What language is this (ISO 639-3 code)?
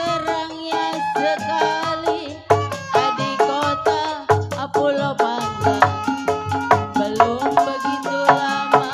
bew